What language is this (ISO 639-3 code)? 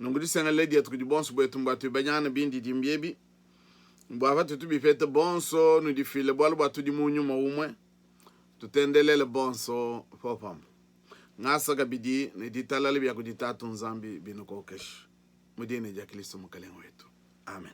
lua